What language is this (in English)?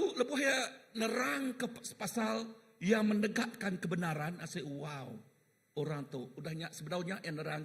Iban